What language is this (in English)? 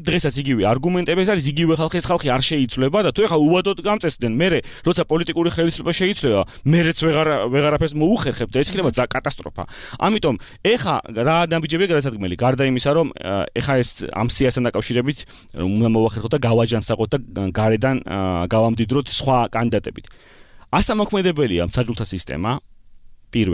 Georgian